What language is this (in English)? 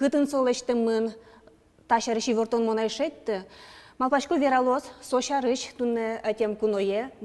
Udmurt